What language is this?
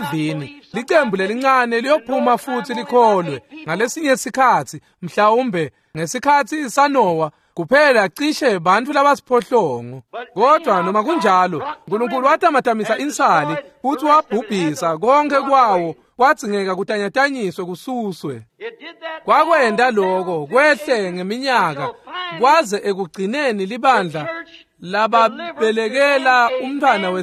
Swati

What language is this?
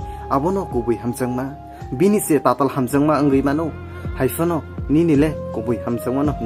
Kok Borok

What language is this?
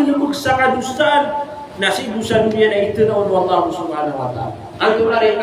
Maranao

